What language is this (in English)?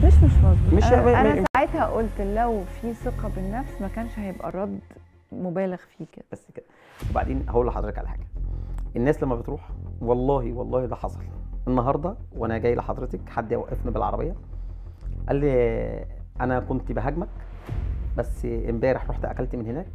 Egyptian Arabic